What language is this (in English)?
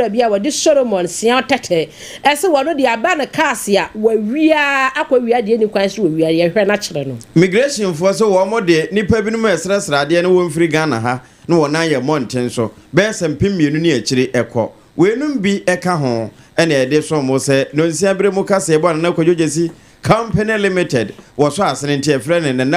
Akan